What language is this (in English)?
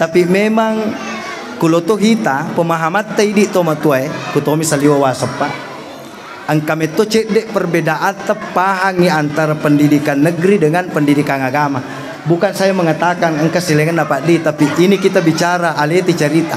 Buginese